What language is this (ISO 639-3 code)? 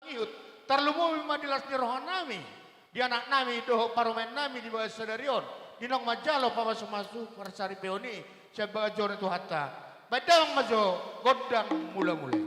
bbc